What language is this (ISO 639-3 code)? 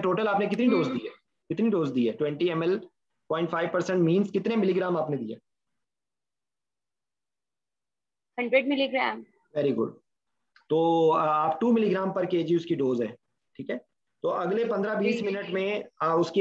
hin